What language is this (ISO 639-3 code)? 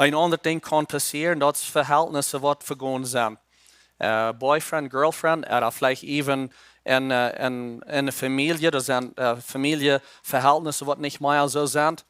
pdt